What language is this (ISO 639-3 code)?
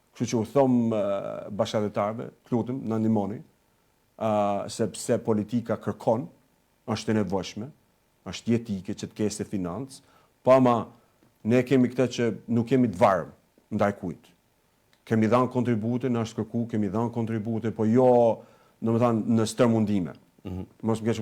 sqi